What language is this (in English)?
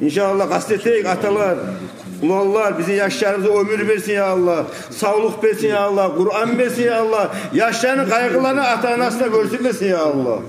Kumyk